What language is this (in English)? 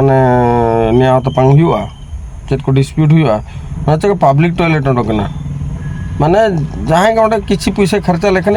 Santali